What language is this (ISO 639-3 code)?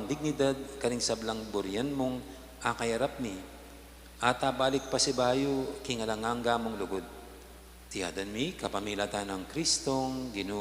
pam